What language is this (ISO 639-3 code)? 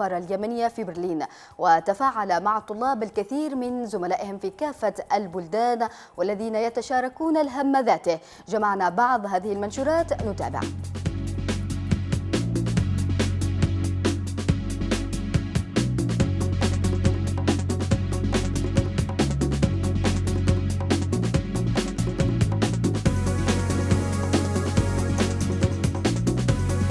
ara